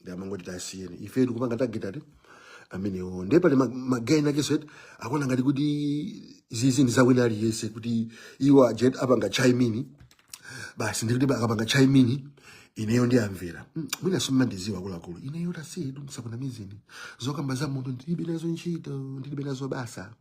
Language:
Nyanja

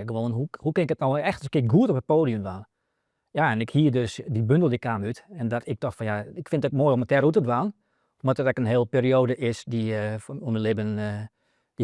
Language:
Western Frisian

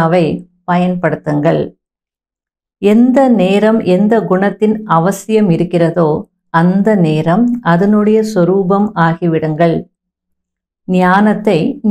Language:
Tamil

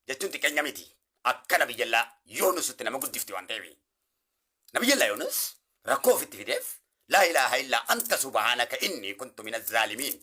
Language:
Oromo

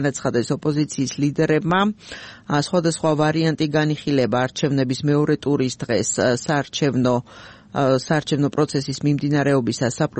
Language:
Georgian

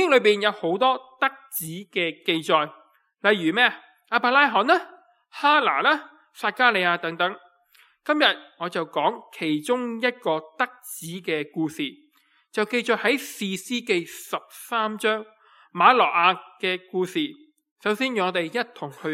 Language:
Cantonese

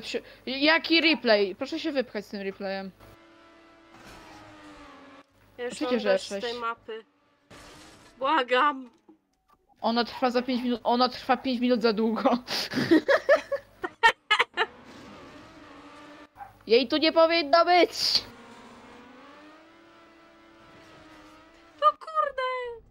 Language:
Polish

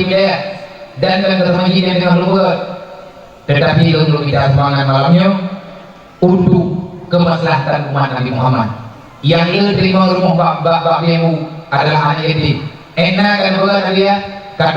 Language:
Achinese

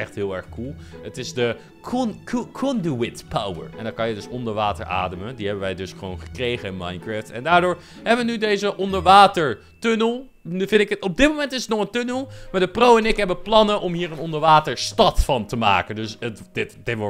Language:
Dutch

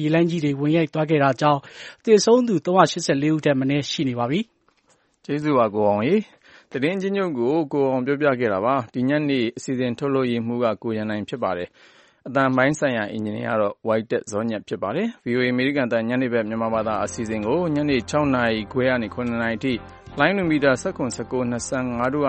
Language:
Burmese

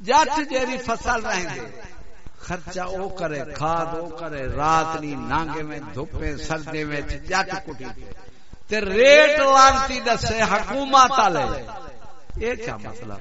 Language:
Saraiki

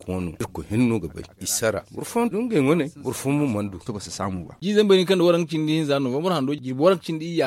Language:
Zarma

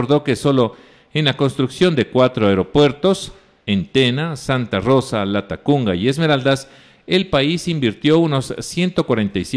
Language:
Spanish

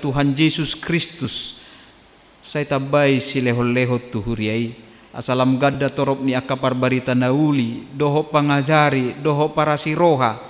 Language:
Batak Toba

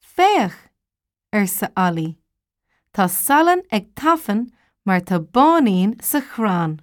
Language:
Irish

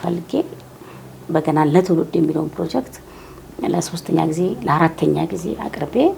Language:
Amharic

